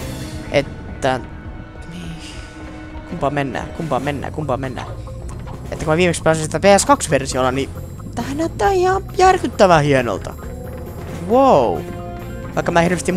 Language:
Finnish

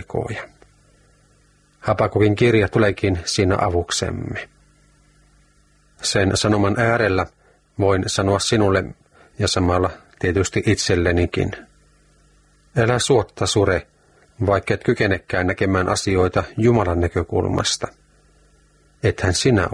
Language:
Finnish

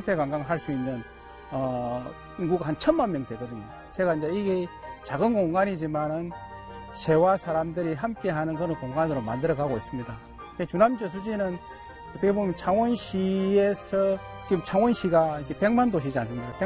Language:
Korean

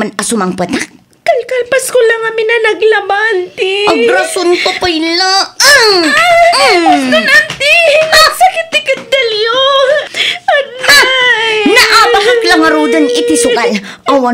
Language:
Iloko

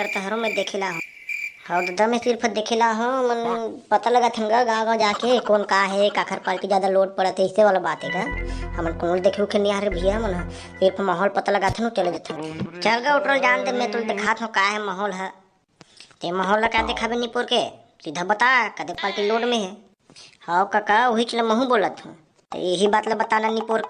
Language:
Chhattisgarhi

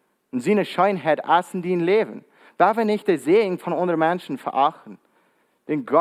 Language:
Plautdietsch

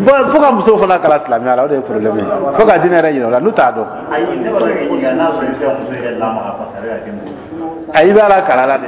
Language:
Dyula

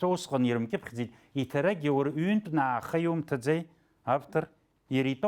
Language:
Abkhazian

